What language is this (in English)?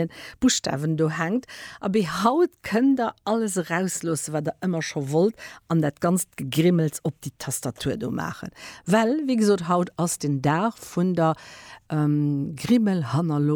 Luxembourgish